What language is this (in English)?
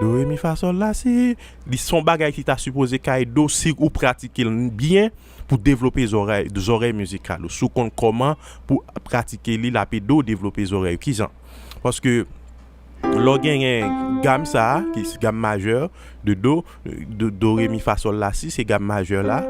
Haitian Creole